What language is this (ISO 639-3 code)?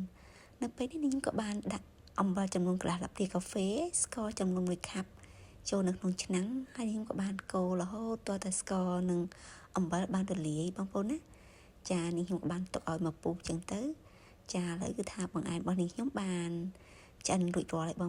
khm